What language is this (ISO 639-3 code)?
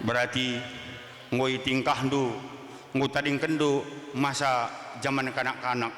btx